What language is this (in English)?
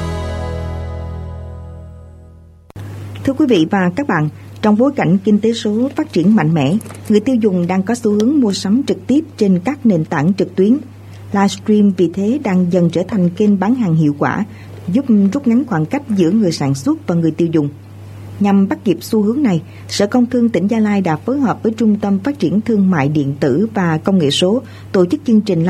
Vietnamese